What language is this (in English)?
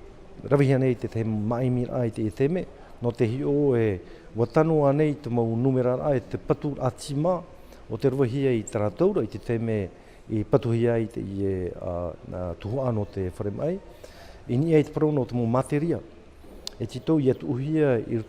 Tahitian